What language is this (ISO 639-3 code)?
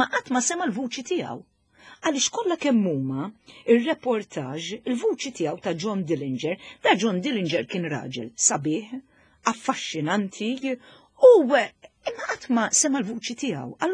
mlt